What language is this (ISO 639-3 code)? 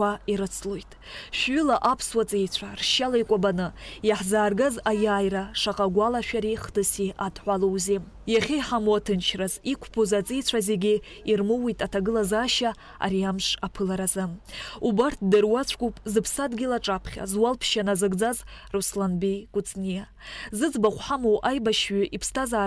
abk